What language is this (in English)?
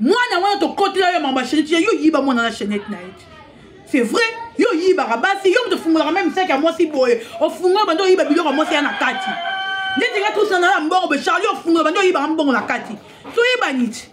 Lingala